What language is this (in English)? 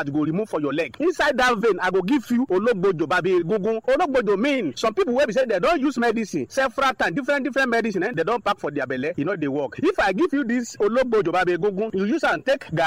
Nigerian Pidgin